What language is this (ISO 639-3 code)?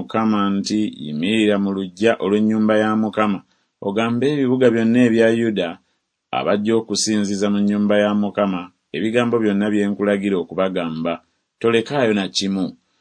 lug